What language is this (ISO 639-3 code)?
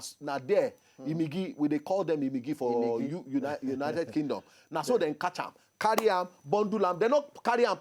pcm